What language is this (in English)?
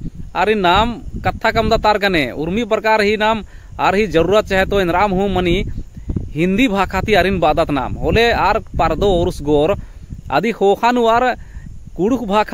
Kurukh